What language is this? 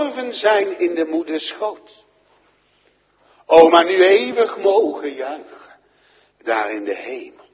Dutch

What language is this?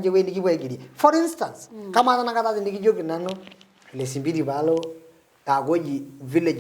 Masai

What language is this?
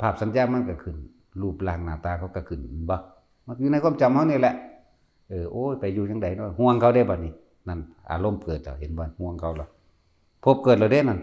Northeastern Thai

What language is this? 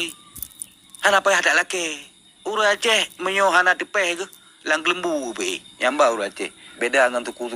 Achinese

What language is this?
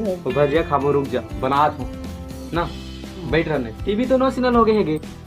Chhattisgarhi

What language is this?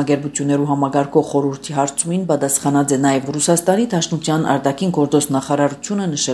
Armenian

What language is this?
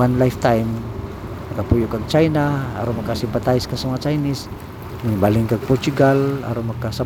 Cebuano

